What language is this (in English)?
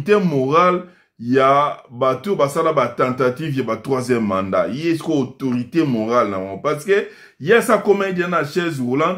Lingala